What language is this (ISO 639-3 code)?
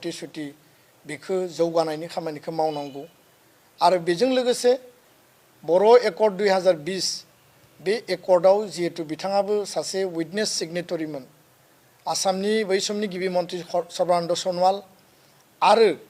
brx